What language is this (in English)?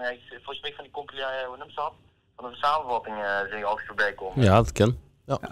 Limburgish